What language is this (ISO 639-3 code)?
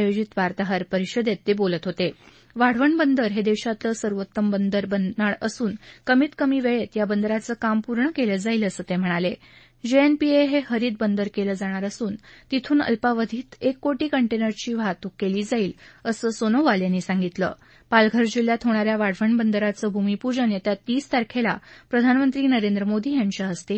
mar